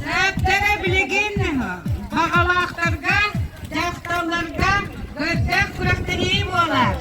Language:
Yakut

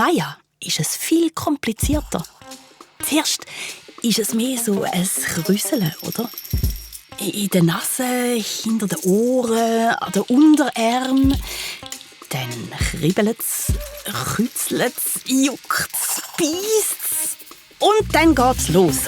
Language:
Swiss German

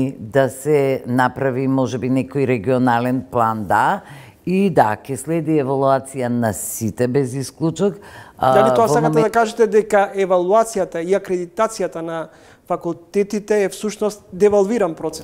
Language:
Macedonian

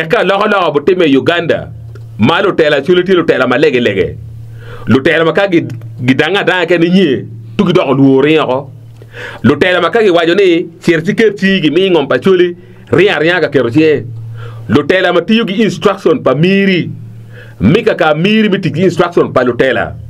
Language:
Acoli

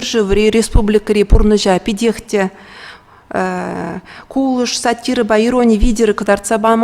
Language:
Chuvash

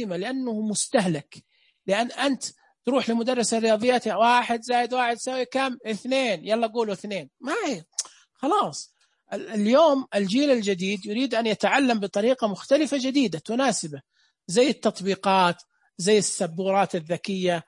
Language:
Najdi Arabic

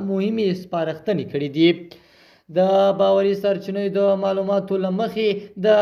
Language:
Pashto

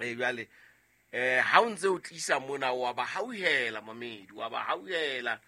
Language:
Southern Sotho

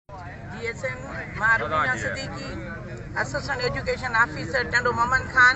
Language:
Sindhi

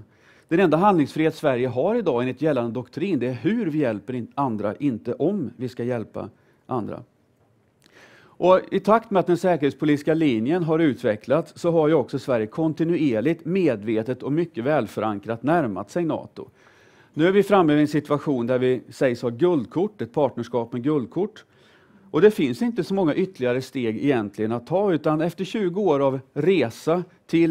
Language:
Swedish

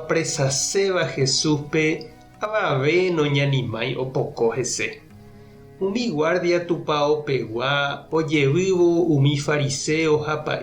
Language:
Guarani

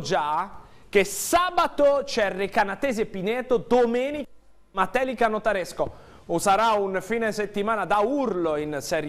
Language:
Italian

